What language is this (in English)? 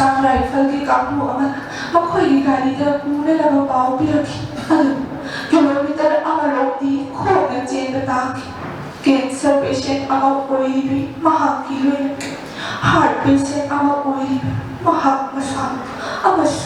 Manipuri